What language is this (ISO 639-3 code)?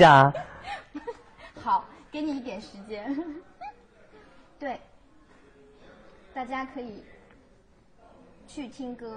zho